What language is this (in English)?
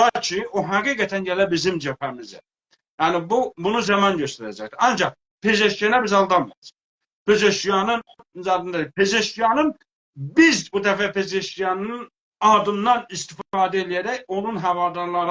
South Azerbaijani